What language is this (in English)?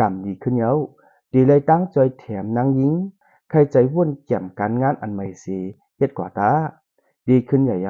Shan